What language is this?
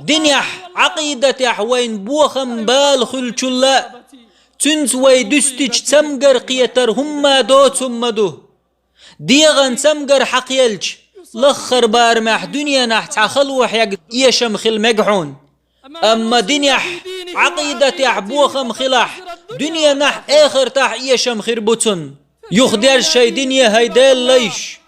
Chechen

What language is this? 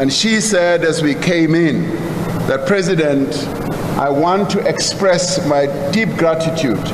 Venda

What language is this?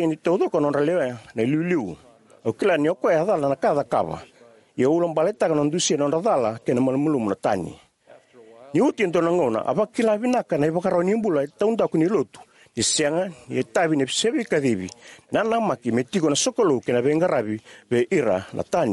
Fijian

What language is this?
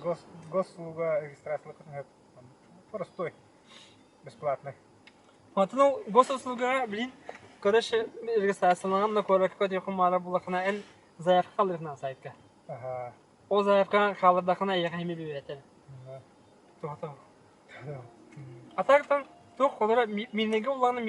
Yakut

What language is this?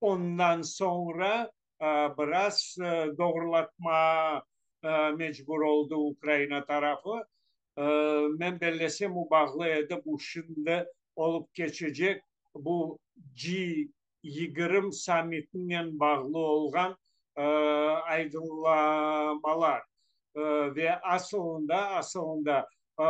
Crimean Tatar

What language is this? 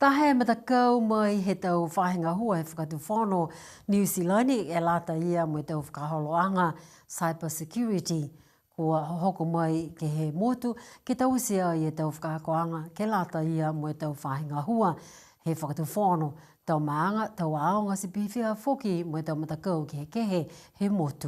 Niuean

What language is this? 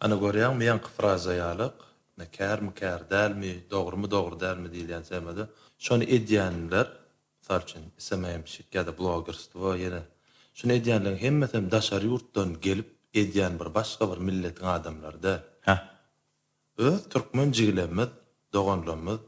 Turkmen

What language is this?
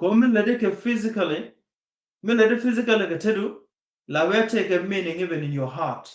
Nuer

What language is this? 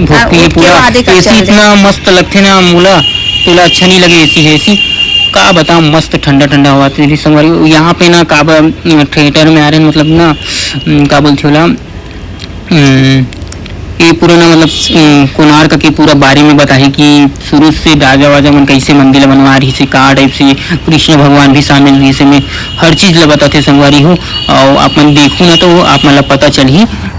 Chhattisgarhi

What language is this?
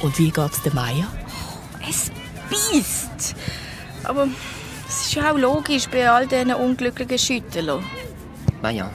Swiss German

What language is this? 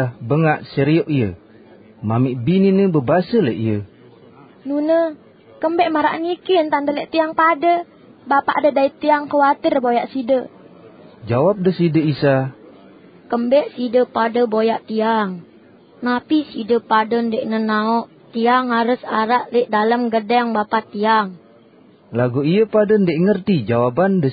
Sasak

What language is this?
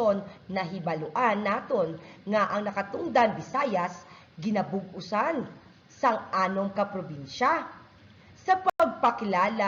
Hiligaynon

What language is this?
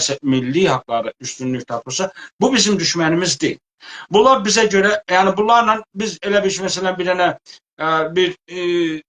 South Azerbaijani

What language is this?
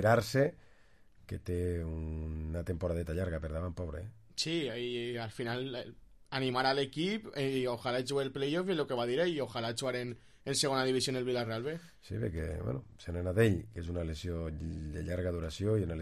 Catalan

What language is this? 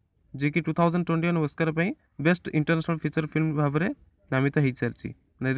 Odia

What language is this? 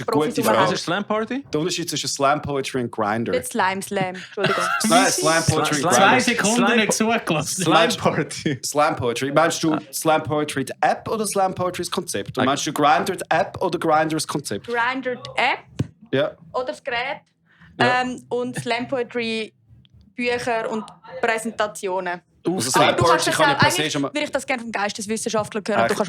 Swiss German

